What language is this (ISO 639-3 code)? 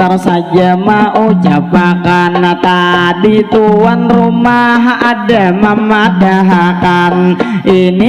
bjn